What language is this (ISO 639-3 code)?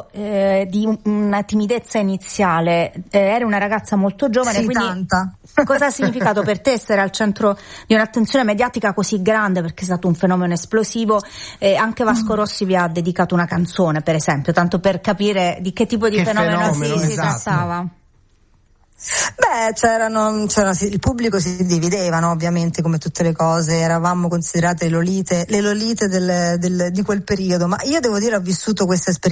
ita